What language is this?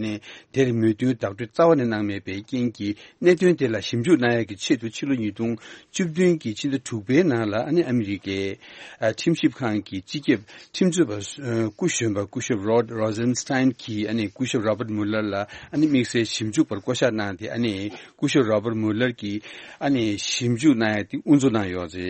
Tibetan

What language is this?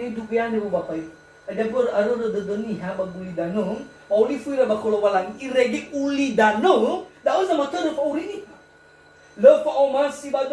Nias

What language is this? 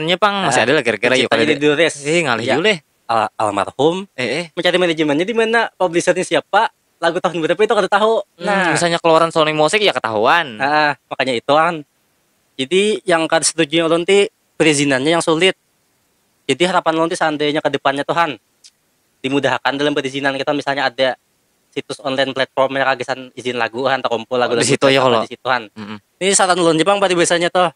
Banjar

